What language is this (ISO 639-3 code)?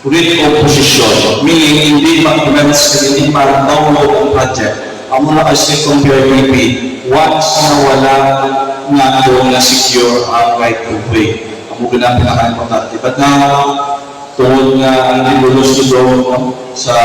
hil